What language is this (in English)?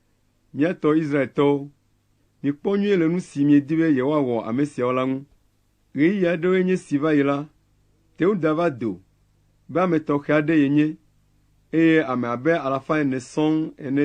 Ewe